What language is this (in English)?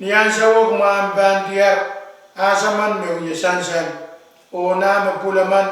Pohnpeian